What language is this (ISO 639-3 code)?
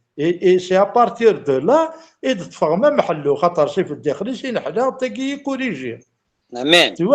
kab